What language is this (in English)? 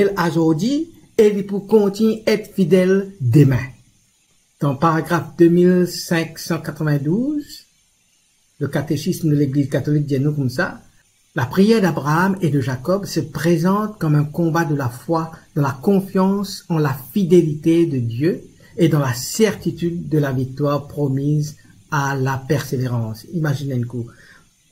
Morisyen